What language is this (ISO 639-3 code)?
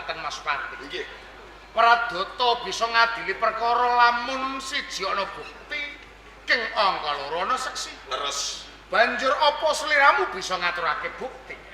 jav